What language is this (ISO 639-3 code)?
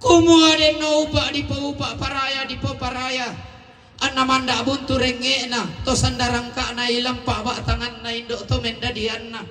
sda